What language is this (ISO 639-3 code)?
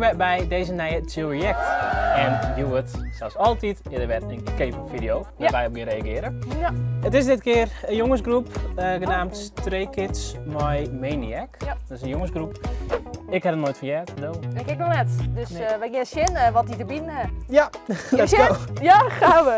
fry